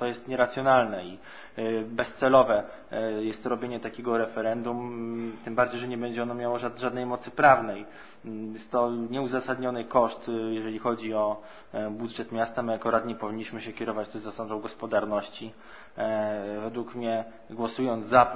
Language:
Polish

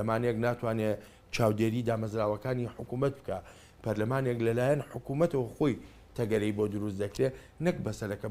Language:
Central Kurdish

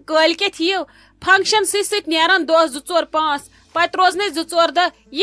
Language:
Kashmiri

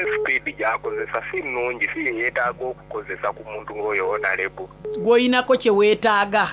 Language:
Soga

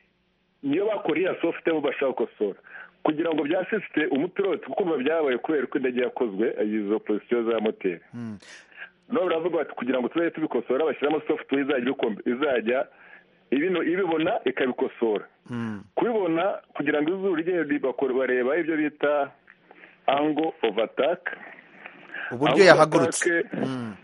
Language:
Kinyarwanda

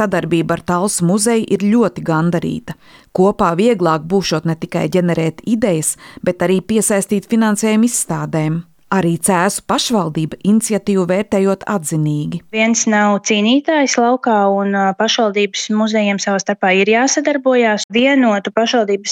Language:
Latvian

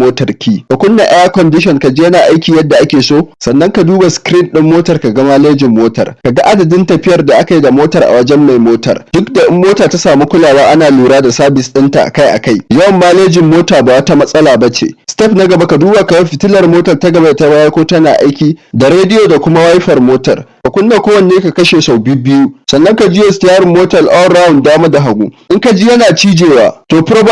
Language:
Hausa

